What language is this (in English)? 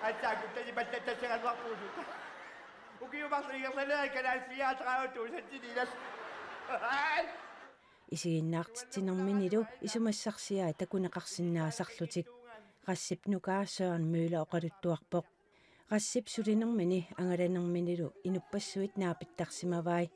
Kalaallisut